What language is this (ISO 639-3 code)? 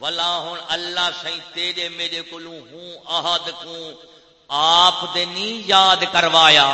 skr